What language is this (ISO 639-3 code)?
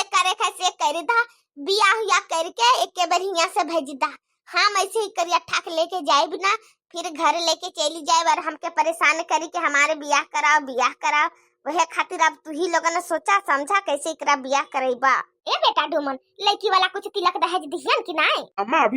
bho